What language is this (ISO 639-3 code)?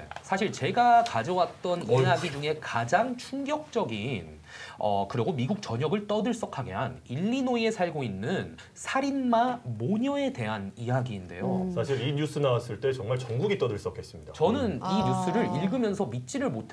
kor